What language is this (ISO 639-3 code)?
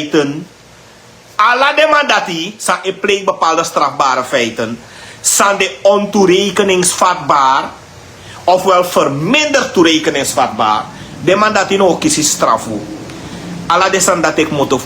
srn